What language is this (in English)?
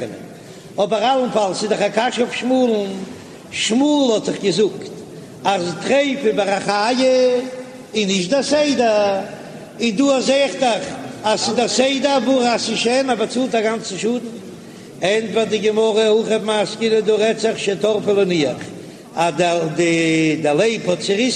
Yiddish